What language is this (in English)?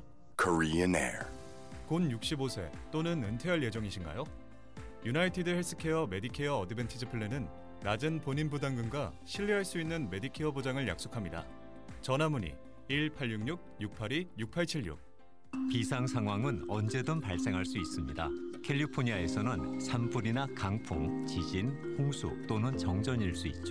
Korean